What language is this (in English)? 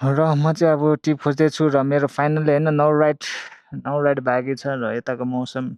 Nepali